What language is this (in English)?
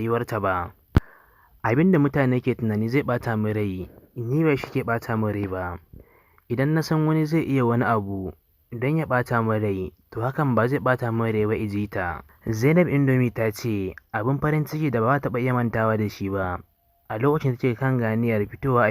Hausa